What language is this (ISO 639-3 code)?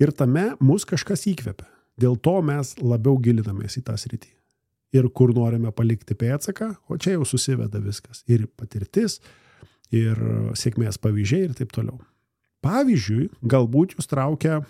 lit